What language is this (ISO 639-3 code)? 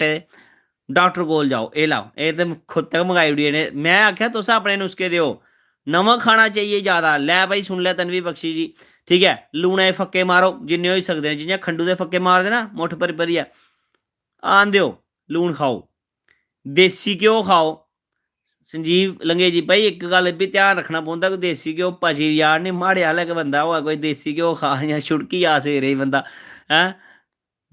doi